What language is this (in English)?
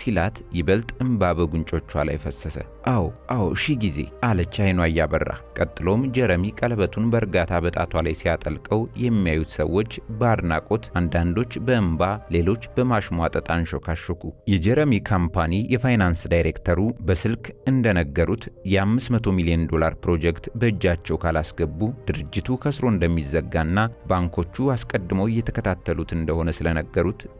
Amharic